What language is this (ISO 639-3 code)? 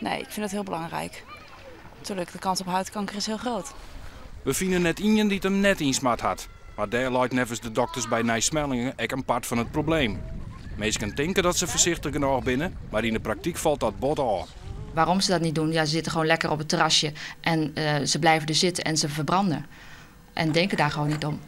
fry